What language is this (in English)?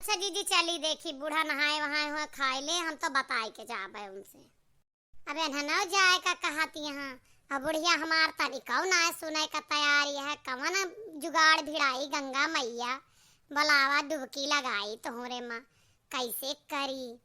Awadhi